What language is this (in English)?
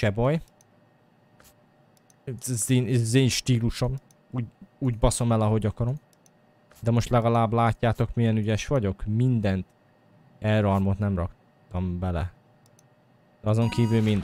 Hungarian